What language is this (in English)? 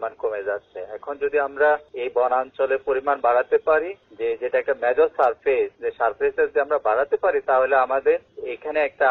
Bangla